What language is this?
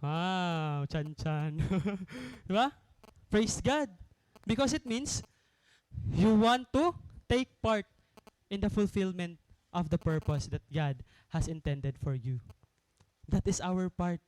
Waray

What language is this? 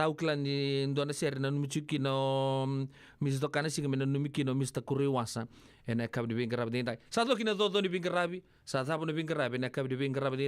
Fijian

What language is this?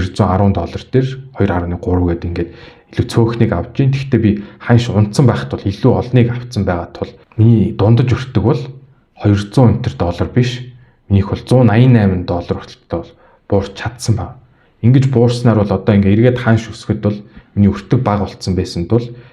Mongolian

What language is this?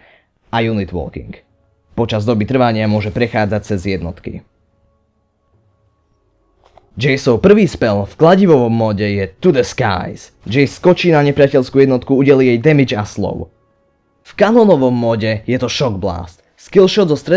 Slovak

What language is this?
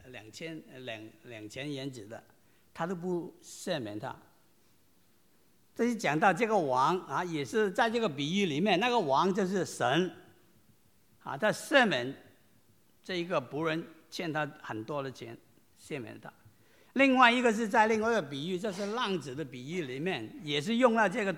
Chinese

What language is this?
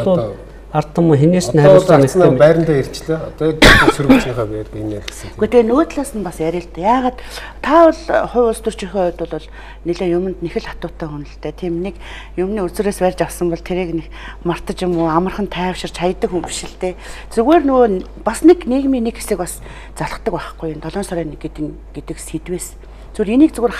Mongolian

